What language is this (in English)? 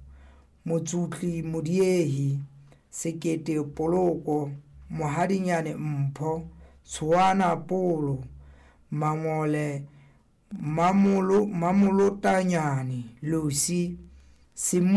Southern Sotho